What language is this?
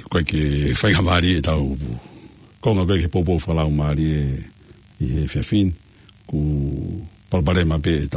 Tongan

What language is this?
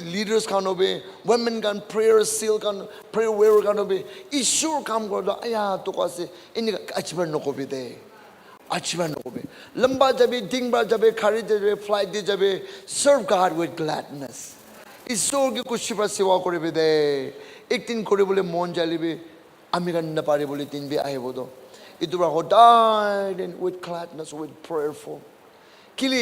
Naga Pidgin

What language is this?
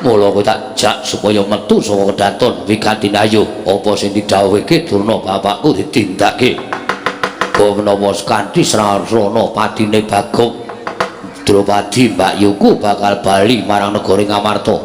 Javanese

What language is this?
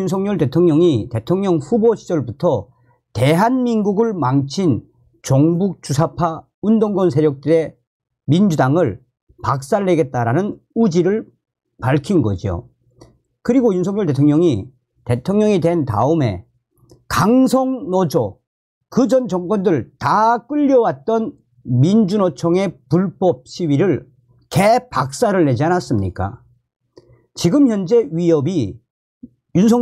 Korean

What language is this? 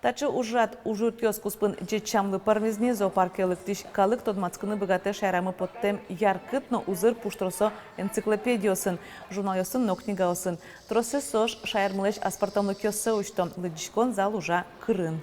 Udmurt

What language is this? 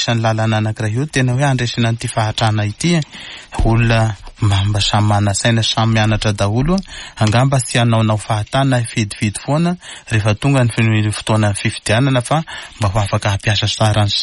Malagasy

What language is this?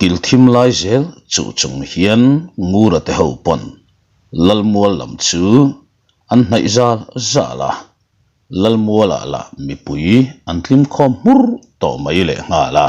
Mizo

